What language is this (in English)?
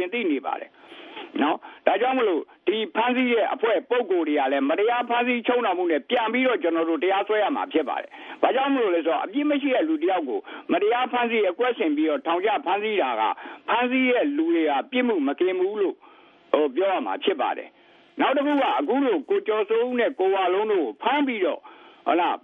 Burmese